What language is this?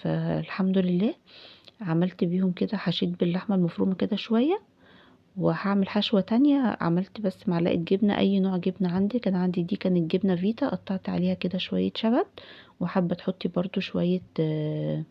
Egyptian Arabic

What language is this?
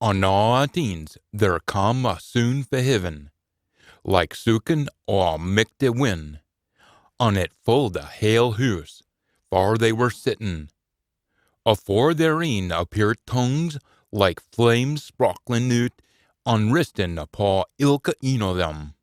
Scots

